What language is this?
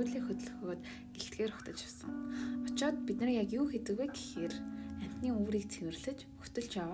Mongolian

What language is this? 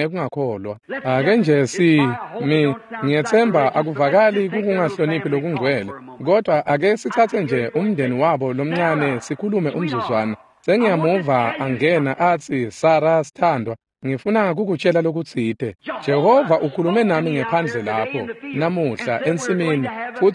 Swati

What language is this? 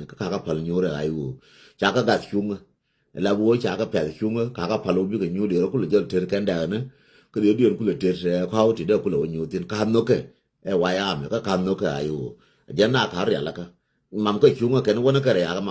Nuer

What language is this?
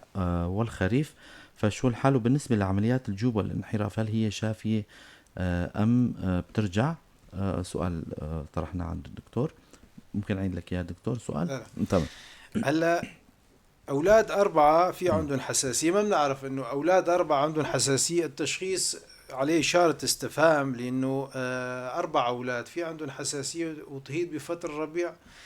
North Levantine Arabic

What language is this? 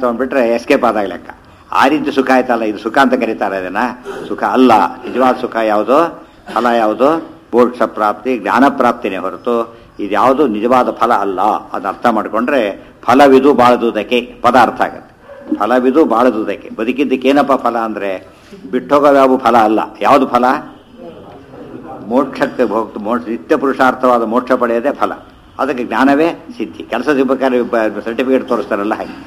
Kannada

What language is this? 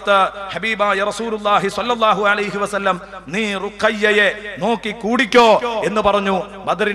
Malayalam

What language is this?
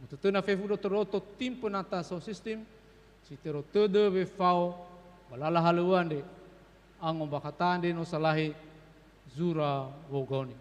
Nias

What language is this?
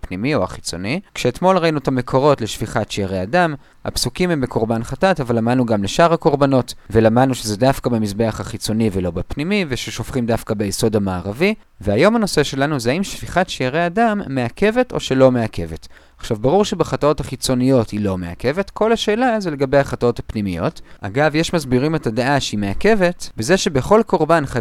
Hebrew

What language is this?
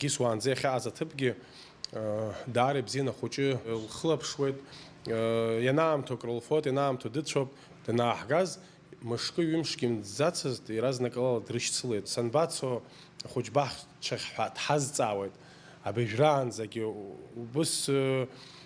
Abkhazian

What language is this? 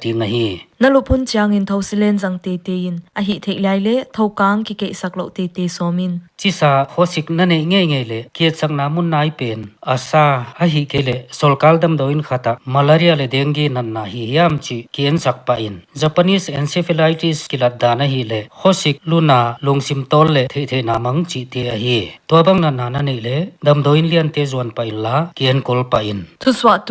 Paite Chin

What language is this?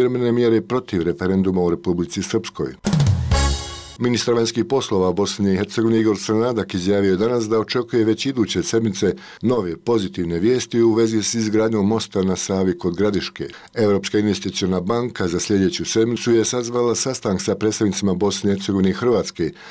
Bosnian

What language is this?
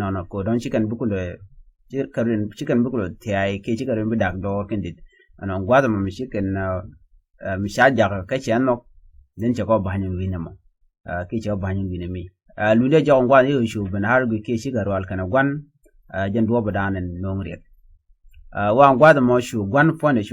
Nuer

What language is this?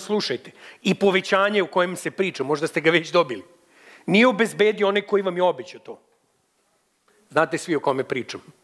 Serbian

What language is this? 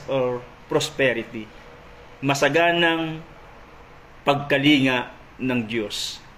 Filipino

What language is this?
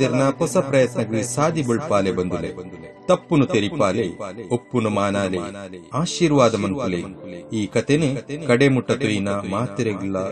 Tulu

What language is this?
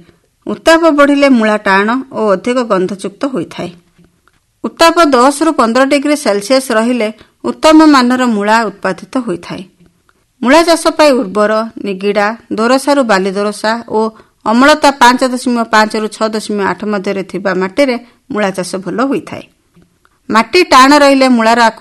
Odia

